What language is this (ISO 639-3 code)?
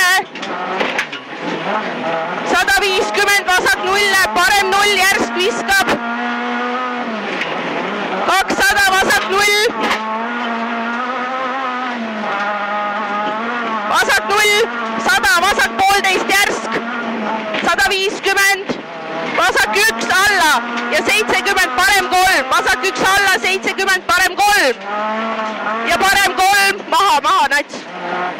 est